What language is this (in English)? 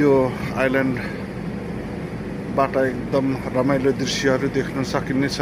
Nepali